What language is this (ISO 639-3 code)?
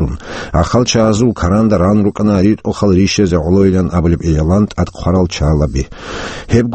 ava